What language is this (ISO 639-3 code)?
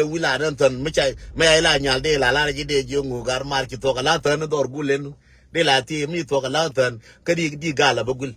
nus